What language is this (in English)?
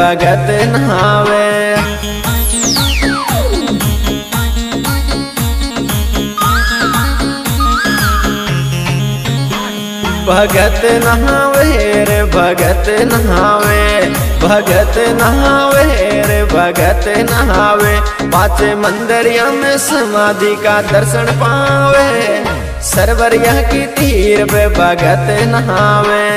Bhojpuri